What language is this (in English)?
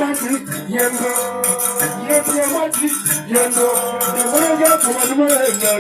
Bambara